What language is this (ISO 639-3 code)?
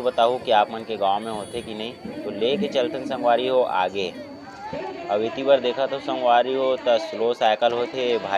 hne